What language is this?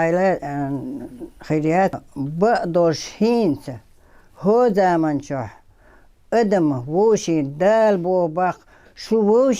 Chechen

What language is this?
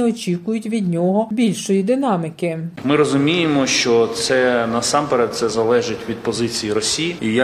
Ukrainian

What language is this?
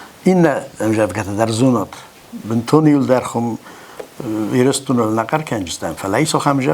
Ossetic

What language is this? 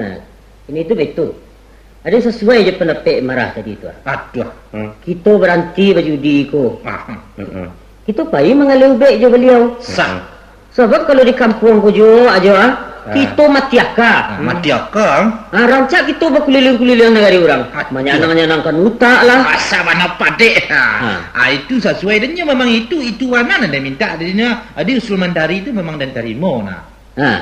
Minangkabau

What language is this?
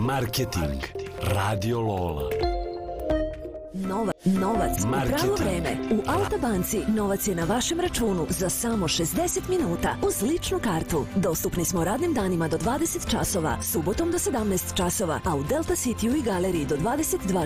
Serbian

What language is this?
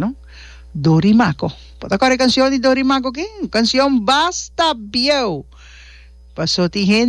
Papiamento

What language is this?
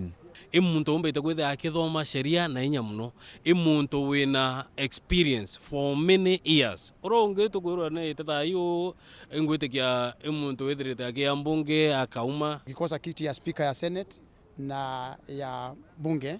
Meru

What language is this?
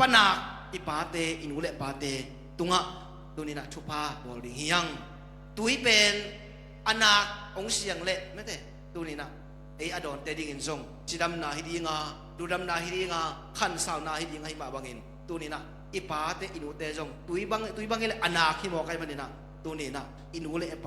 Tedim Chin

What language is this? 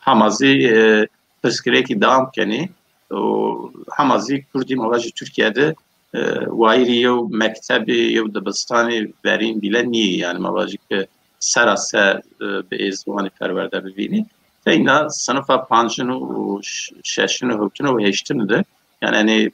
Zaza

